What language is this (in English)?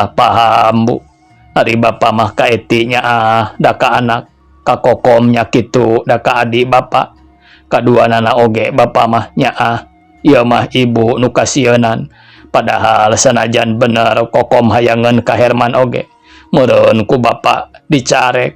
Sundanese